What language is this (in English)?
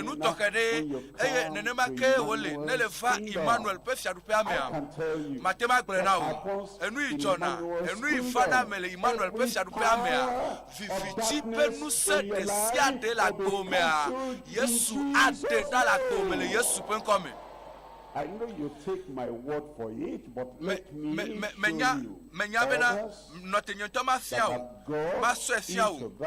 Ewe